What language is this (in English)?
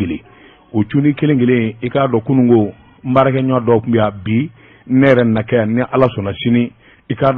Bambara